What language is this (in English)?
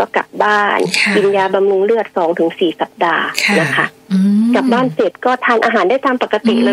Thai